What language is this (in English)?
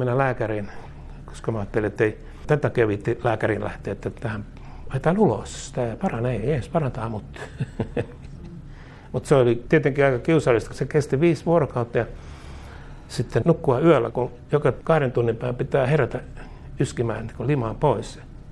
Finnish